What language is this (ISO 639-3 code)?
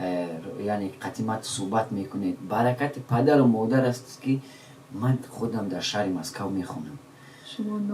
tgk